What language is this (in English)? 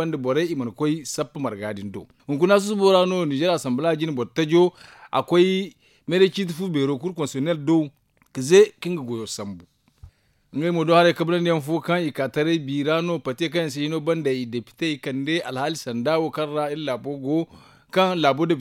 Zarma